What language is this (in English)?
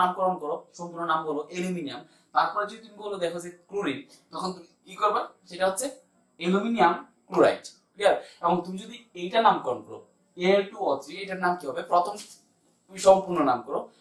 Bangla